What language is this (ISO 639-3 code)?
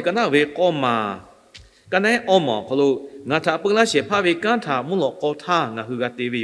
lhu